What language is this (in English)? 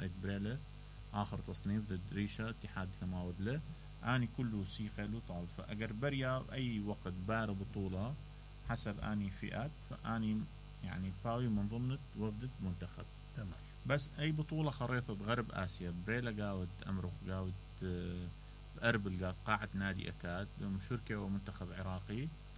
Mesopotamian Arabic